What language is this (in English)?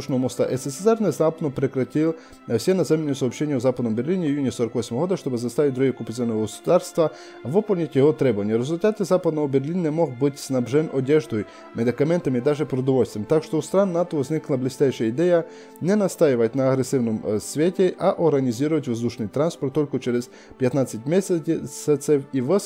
Russian